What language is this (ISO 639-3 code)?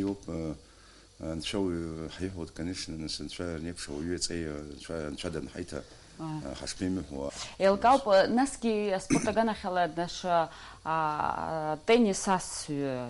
abk